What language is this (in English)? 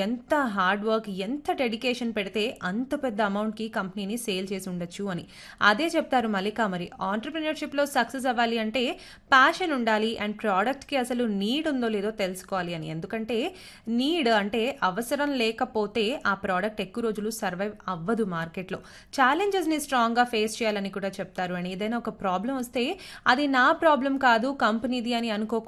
Telugu